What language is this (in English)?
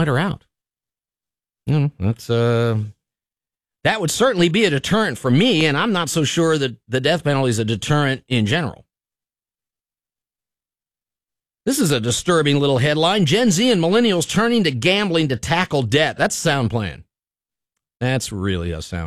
English